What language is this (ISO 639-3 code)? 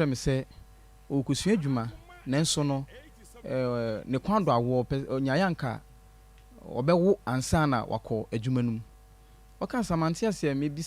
aka